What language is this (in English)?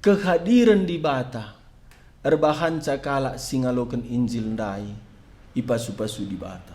Batak Karo